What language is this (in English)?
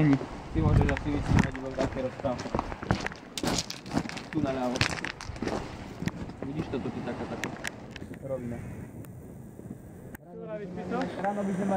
Slovak